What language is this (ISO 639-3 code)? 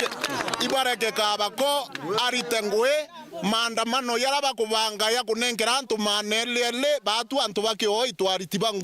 mer